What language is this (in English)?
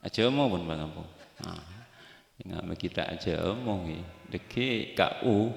Madurese